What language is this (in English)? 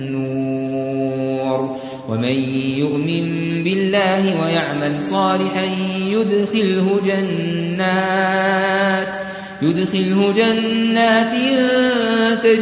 Arabic